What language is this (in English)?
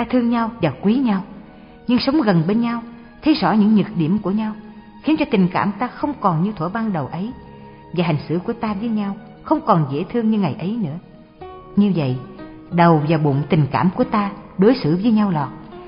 Vietnamese